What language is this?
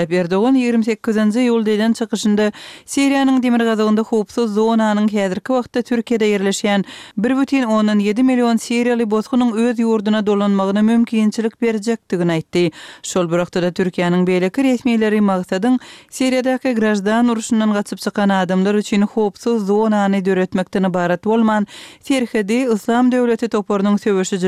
Turkmen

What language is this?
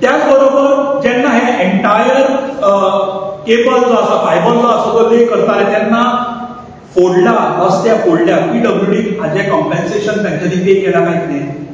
Konkani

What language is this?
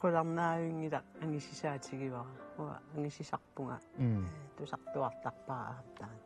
Kalaallisut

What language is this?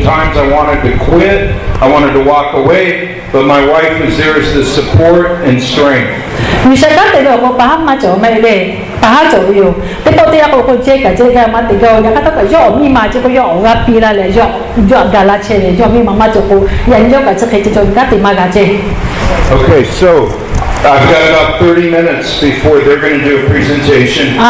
Lahu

